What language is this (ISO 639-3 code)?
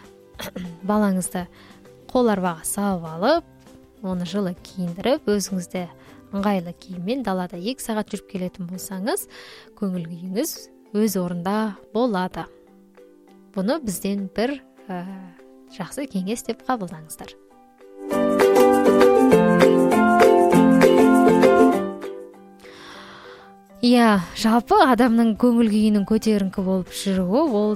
kaz